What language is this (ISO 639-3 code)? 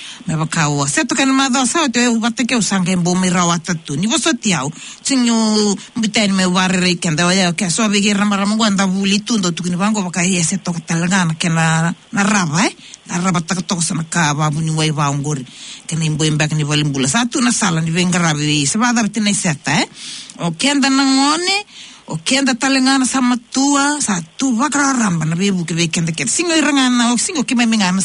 fij